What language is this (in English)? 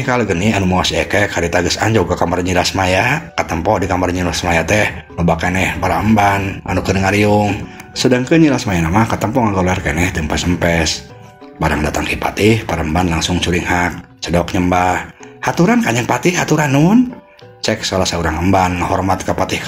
Sundanese